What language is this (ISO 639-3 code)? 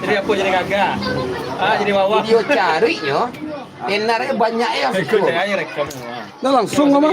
min